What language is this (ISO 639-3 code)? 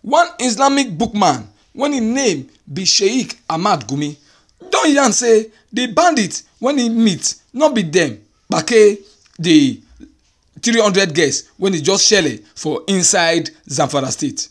pcm